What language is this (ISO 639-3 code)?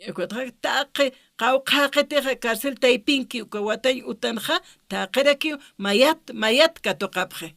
aym